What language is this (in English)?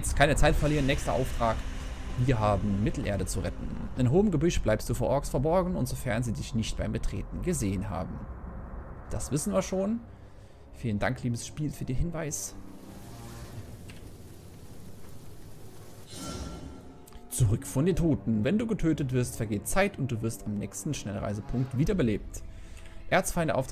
German